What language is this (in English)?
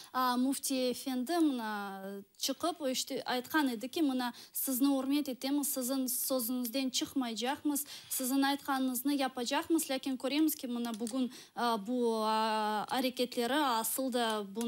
Crimean Tatar